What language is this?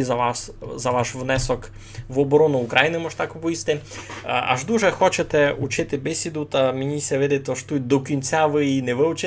Rusyn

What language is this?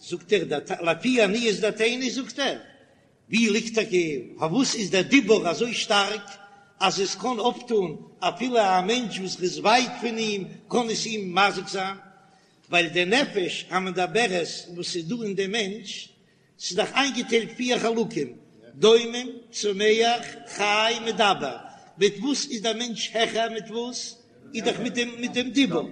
Yiddish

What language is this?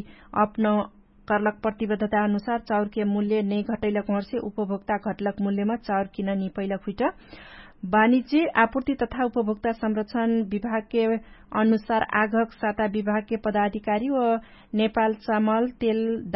Dangaura Tharu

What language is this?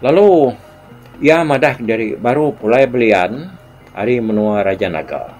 Iban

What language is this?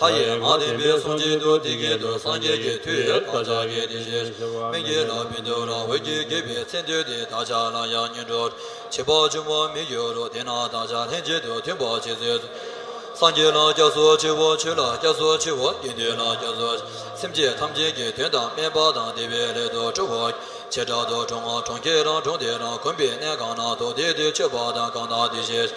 Tibetan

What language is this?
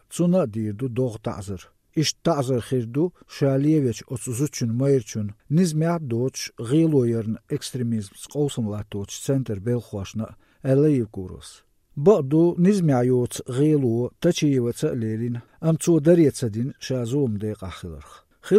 Latvian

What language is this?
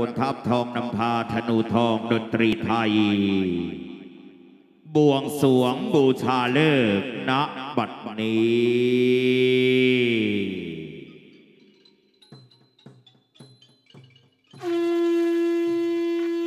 Thai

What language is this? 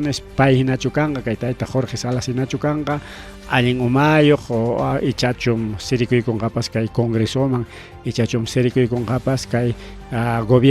Ayacucho Quechua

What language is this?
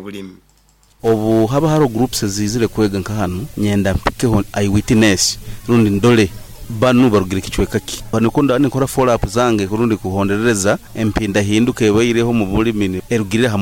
Nyoro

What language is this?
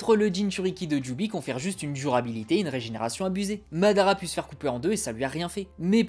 French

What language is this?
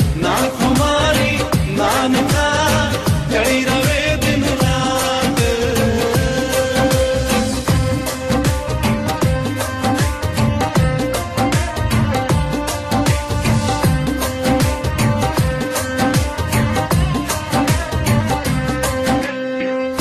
Punjabi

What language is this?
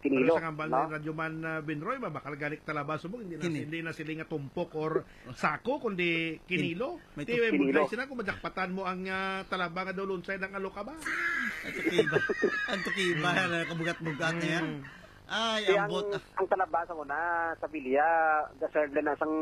Hiligaynon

